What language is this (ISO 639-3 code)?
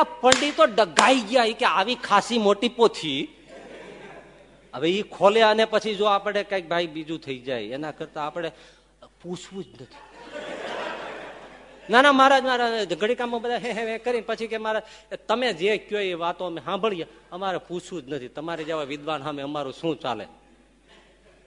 guj